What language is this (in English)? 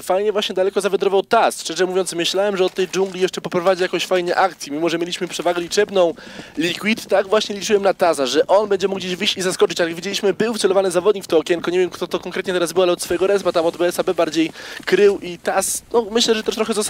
Polish